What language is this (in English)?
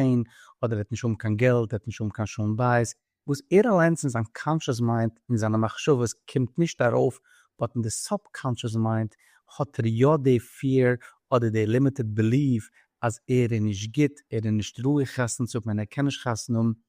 Yiddish